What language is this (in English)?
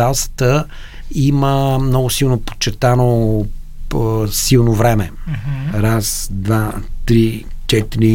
Bulgarian